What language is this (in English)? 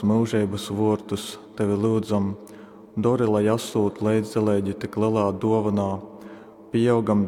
Latgalian